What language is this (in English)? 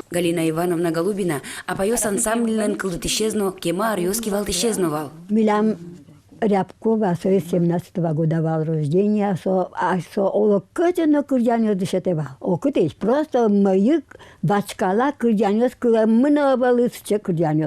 Udmurt